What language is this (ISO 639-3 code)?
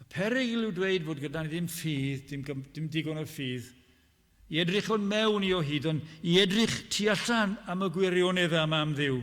cym